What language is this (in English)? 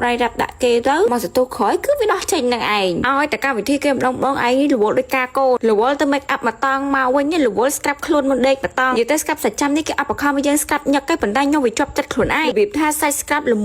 Khmer